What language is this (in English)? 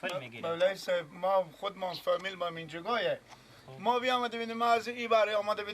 Persian